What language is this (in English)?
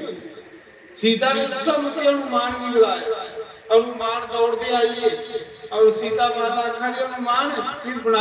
Dogri